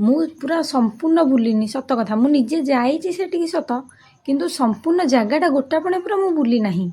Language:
Odia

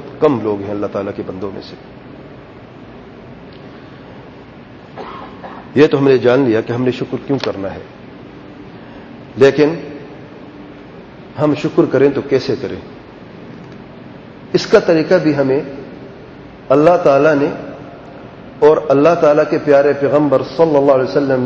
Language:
Urdu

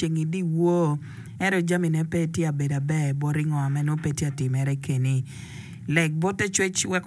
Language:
Acoli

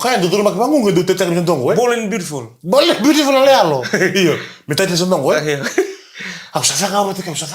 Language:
Fijian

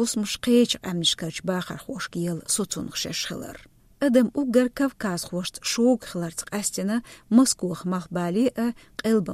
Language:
Chechen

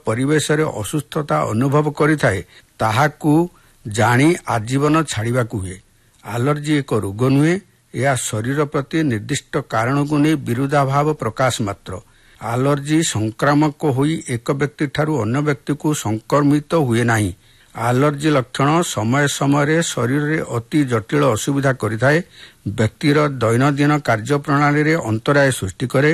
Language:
Odia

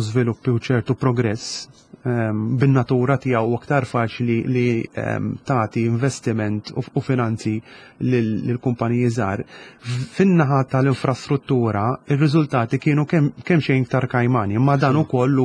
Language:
Maltese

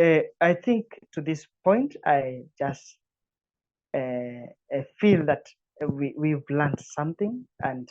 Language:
English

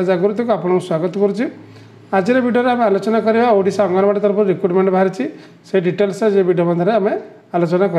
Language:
Odia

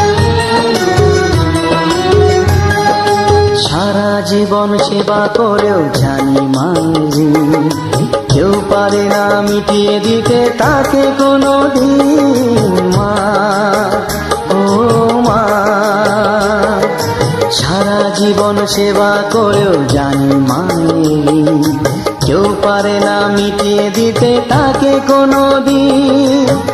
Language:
Bangla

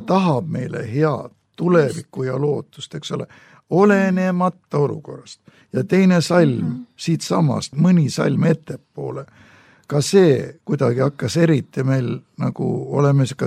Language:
Estonian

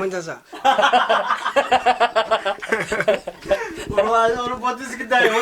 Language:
Somali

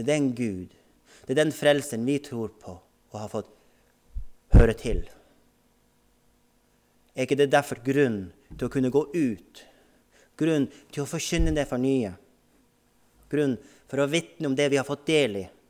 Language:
Norwegian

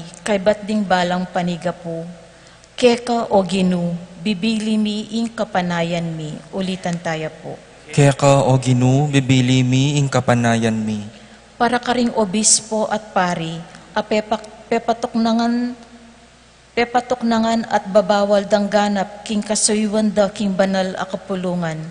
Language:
Pampanga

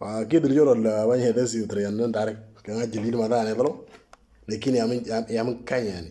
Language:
Moro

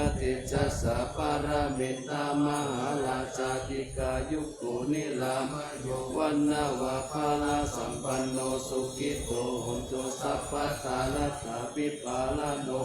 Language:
Pali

